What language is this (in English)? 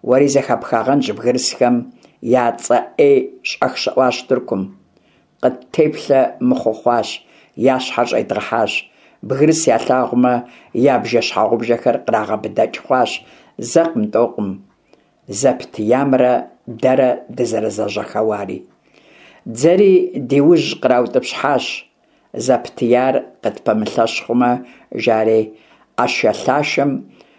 Kabardian